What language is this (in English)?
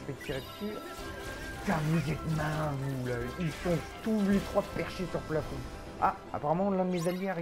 French